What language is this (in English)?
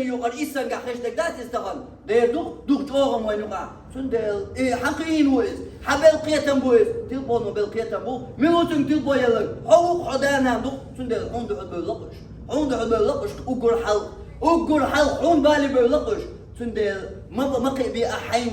Chechen